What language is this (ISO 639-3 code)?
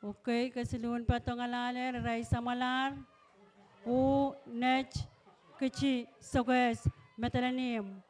pon